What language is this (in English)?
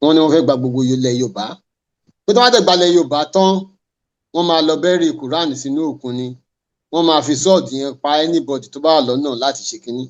Yoruba